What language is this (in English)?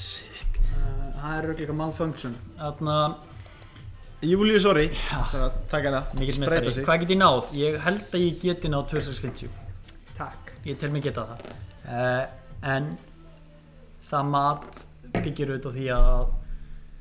Icelandic